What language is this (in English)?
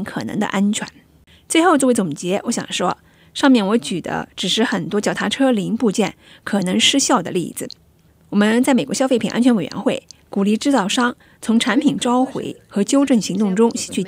Chinese